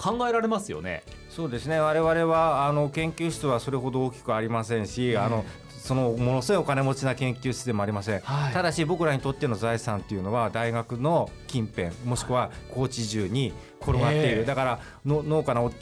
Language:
Japanese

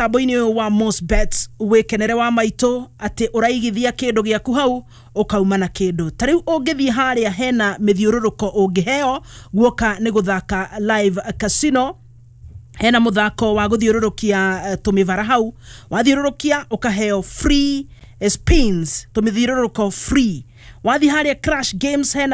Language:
Kikuyu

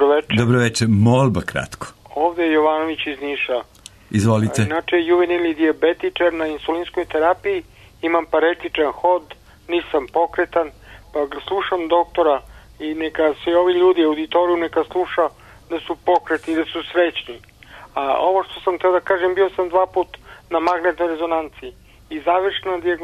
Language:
Serbian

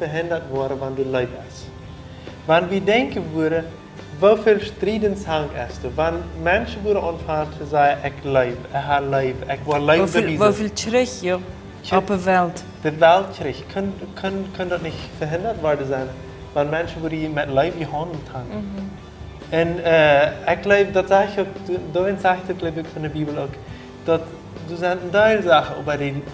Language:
Plautdietsch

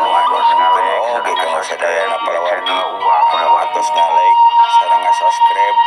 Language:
Sundanese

